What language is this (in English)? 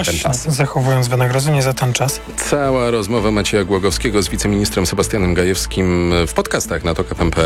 Polish